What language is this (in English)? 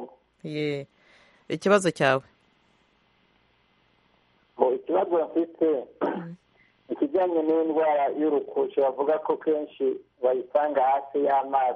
Kinyarwanda